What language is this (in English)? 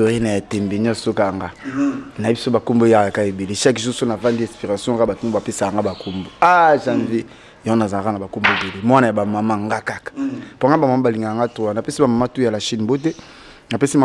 Lingala